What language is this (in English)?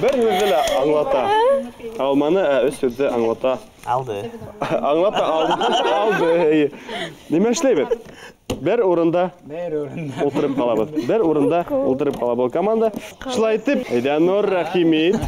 Bashkir